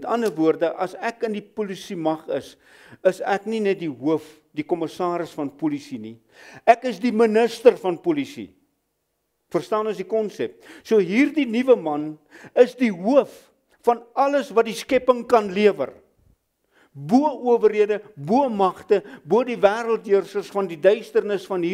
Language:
Afrikaans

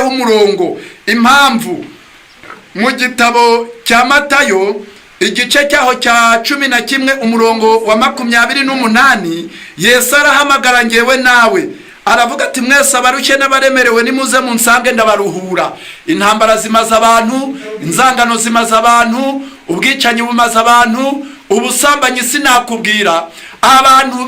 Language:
Kinyarwanda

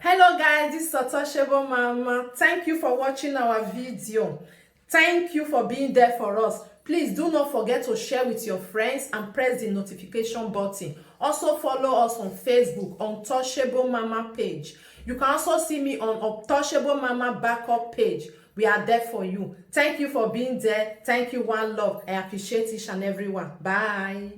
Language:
Nigerian Pidgin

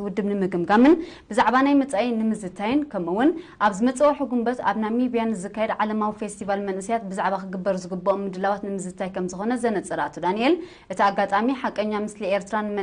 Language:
Tigrinya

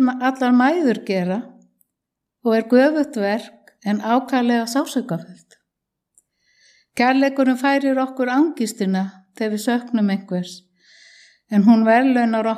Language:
Icelandic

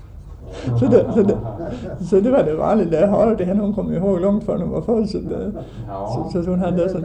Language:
Swedish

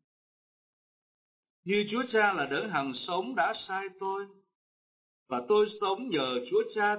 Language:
Vietnamese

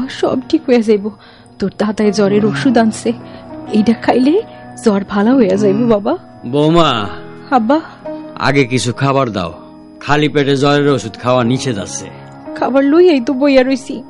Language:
Bangla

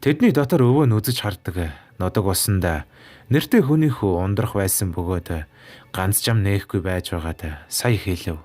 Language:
Mongolian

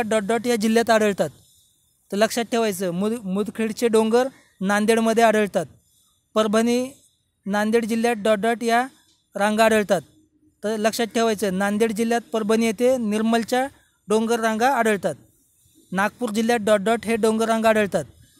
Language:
Marathi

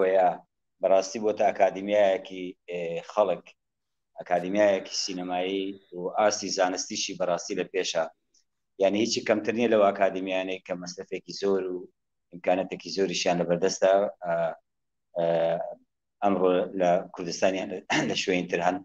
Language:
Central Kurdish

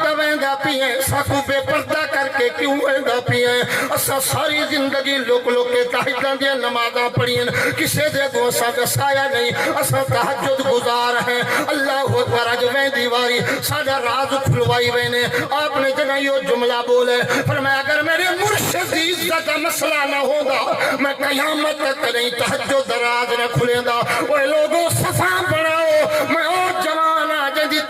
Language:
Saraiki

